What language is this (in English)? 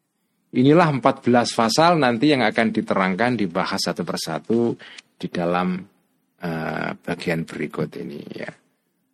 Indonesian